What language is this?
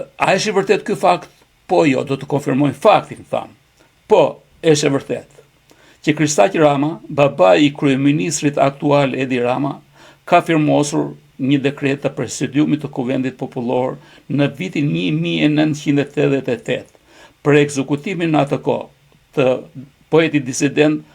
Albanian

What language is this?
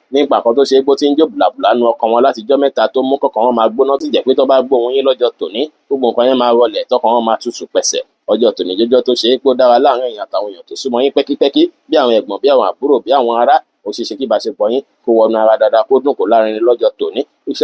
Yoruba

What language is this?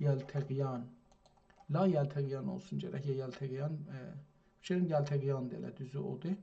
South Azerbaijani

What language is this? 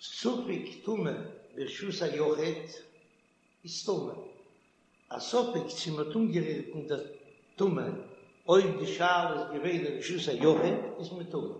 Yiddish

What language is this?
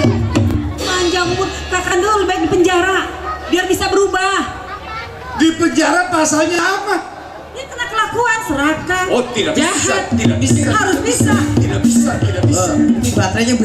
Betawi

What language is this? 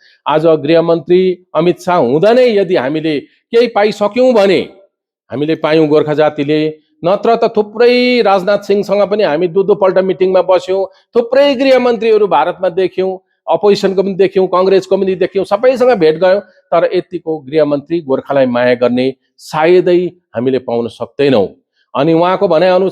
Nepali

